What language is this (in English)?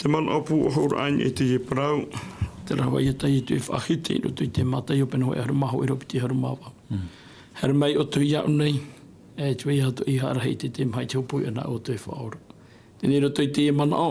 Tahitian